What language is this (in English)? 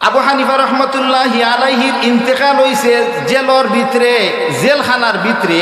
Sylheti